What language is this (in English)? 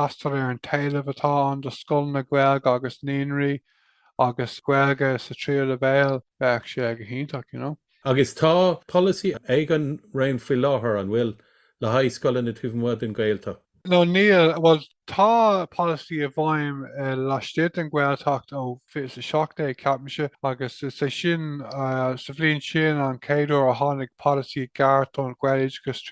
Irish